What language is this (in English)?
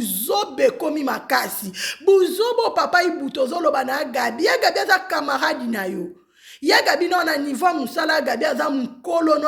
Lingala